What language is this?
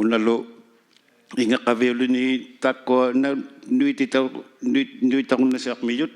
Inuktitut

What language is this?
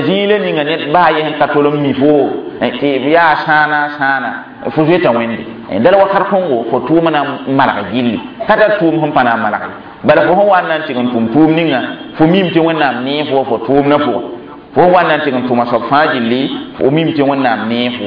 Mossi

